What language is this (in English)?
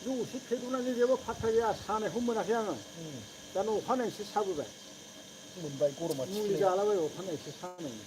Bodo